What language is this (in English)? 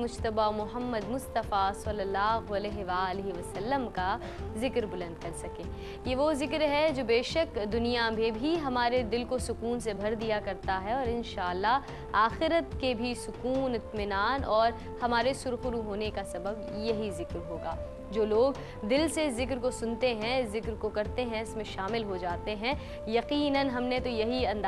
Urdu